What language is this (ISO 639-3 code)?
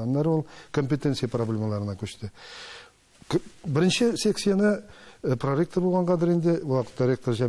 tat